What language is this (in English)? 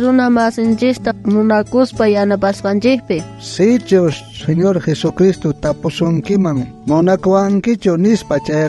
South Bolivian Quechua